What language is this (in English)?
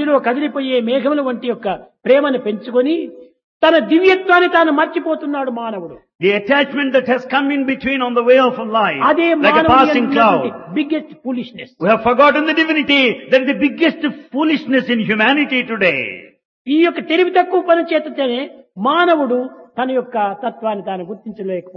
Telugu